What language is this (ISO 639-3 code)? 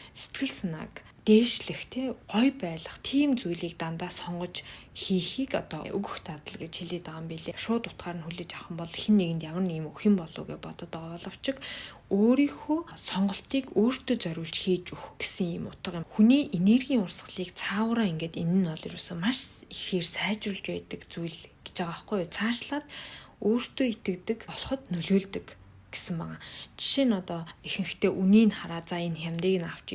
mon